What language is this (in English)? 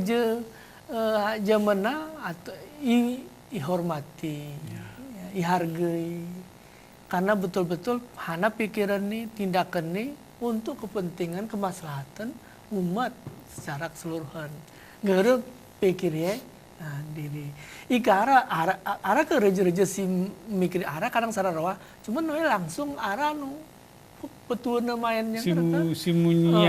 Gayo